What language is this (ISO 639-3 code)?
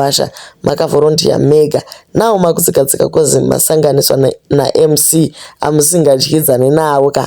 sna